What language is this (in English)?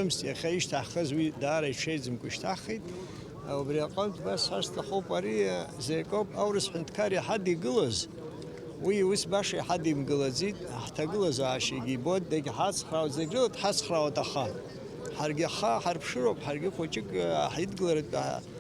Abkhazian